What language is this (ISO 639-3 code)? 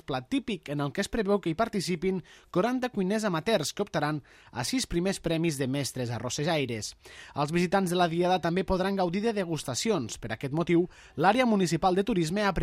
cat